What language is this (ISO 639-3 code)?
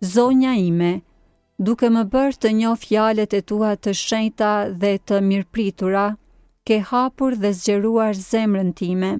sqi